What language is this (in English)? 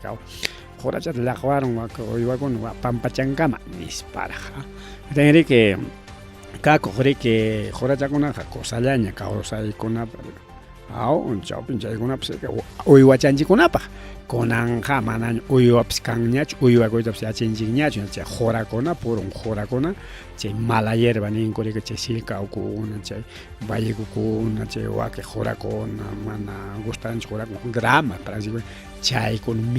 Ayacucho Quechua